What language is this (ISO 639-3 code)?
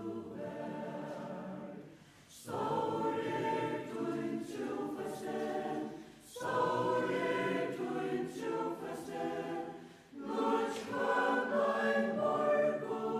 fao